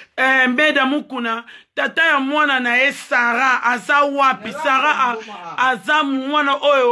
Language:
Lingala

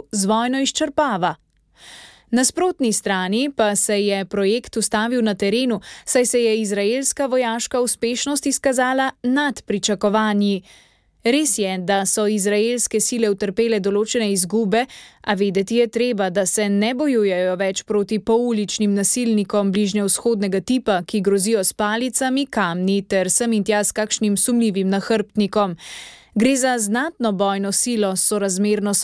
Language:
Slovenian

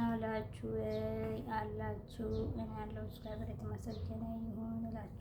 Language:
Amharic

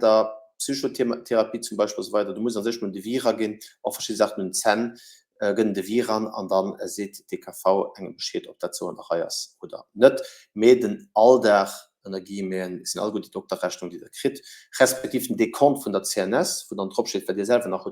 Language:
Luxembourgish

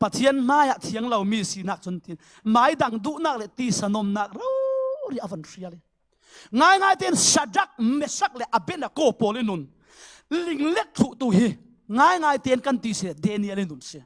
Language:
Falam Chin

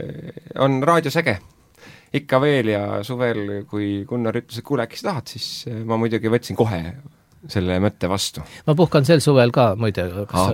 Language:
Estonian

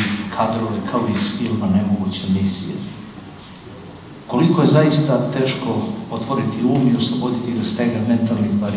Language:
Serbian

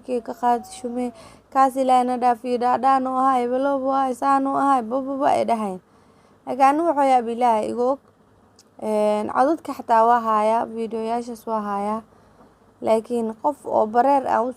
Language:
Somali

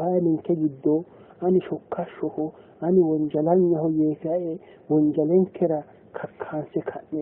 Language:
Sidamo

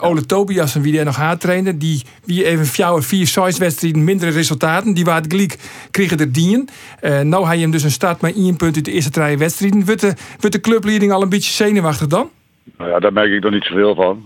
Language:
Western Frisian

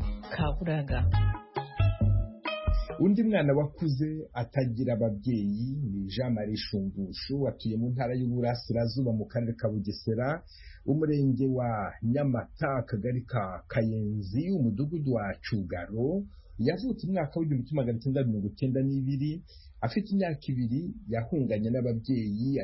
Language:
Kinyarwanda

